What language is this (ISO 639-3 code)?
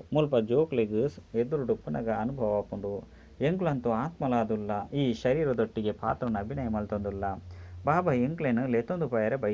tcy